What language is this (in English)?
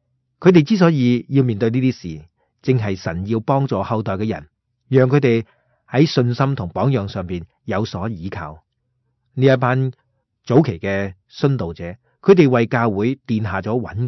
Cantonese